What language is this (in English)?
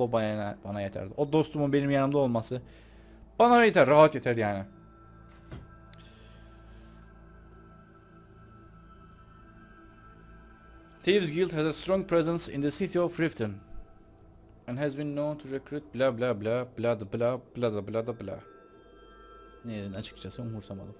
Turkish